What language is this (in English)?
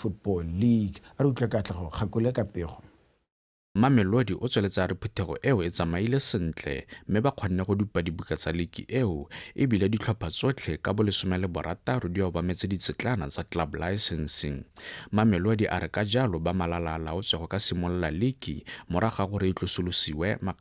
Tswana